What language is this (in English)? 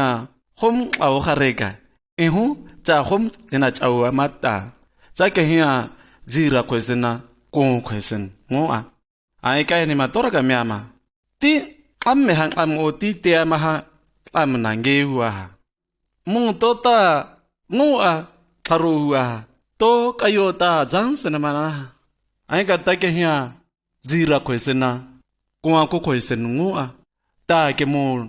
Shua